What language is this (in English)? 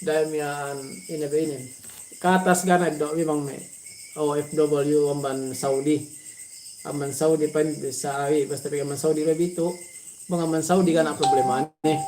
Yakan